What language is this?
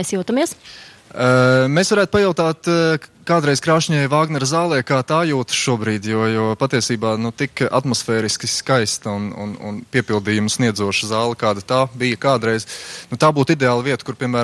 Latvian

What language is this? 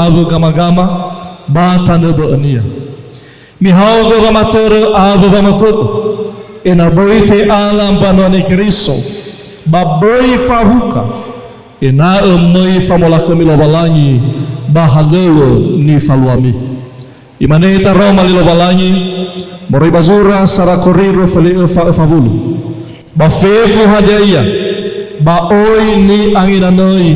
Nias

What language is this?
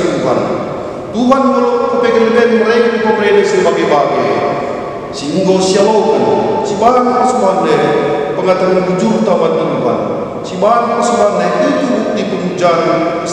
Batak Karo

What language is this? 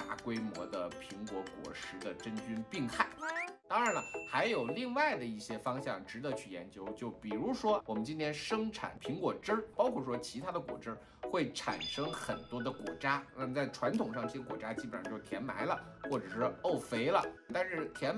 Chinese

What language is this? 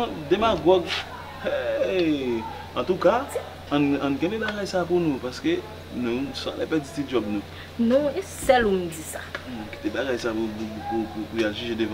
Haitian Creole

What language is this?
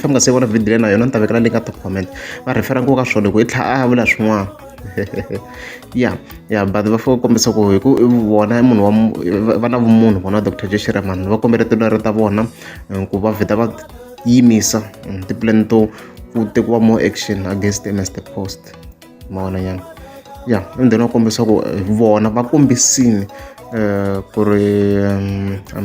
Tsonga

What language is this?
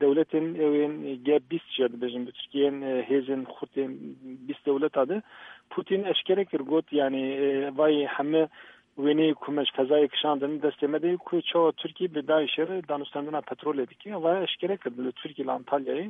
Kurdish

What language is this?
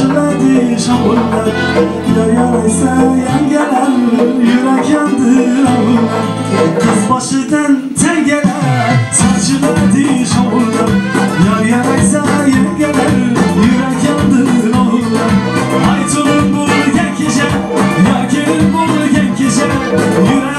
Kara-Kalpak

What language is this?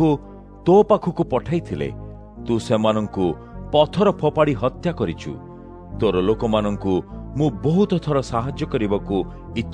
Odia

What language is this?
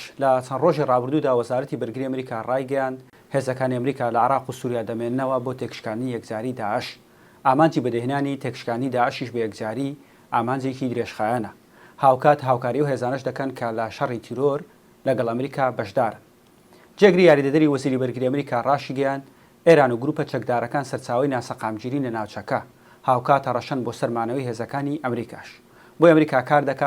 Central Kurdish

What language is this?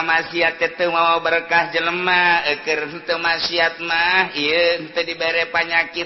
Sundanese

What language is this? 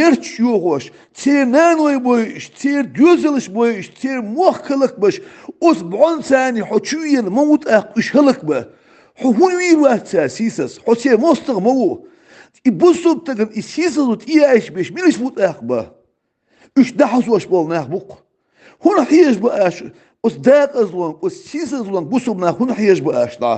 Chechen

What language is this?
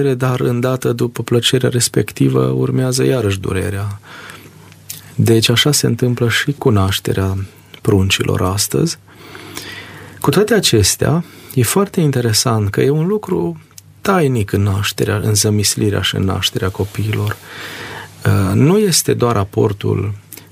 Romanian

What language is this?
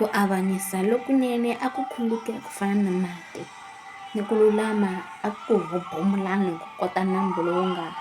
Tsonga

